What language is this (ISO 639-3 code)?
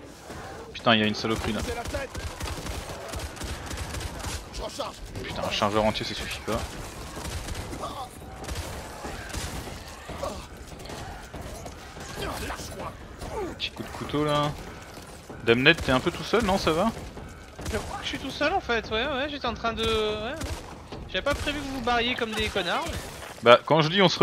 fra